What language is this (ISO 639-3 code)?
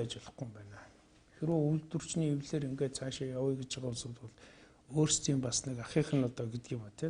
mon